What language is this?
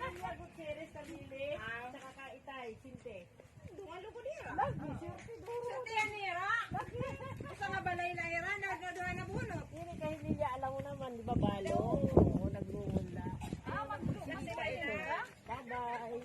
Waray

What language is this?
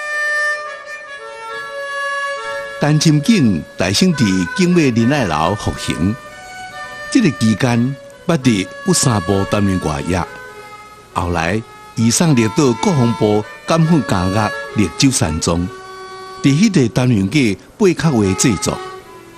Min Nan Chinese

